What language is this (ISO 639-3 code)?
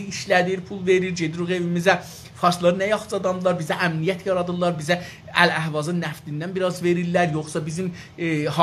azb